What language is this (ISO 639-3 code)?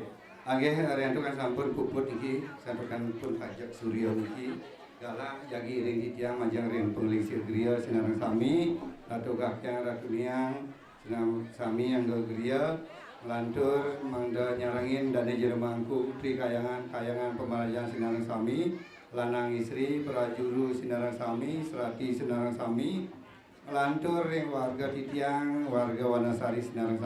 ban